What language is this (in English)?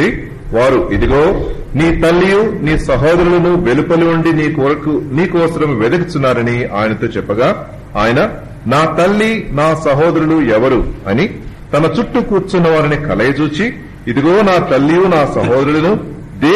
Telugu